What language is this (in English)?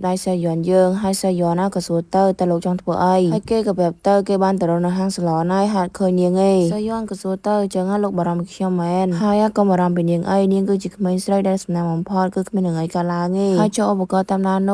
Khmer